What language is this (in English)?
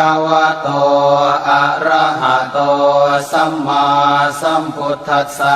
Pali